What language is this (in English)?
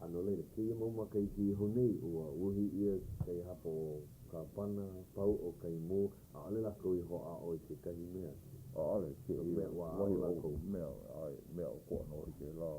Hawaiian